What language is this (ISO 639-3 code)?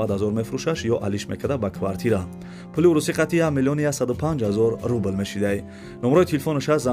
tgk